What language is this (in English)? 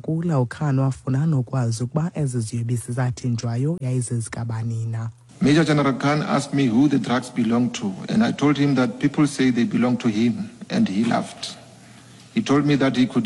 Xhosa